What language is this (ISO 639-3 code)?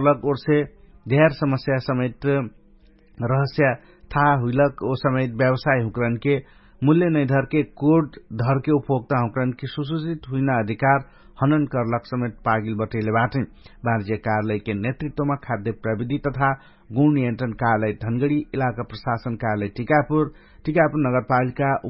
thl